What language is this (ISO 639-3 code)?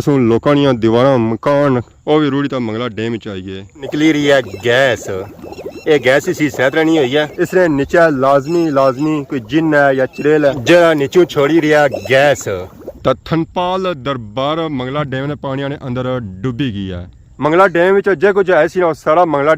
phr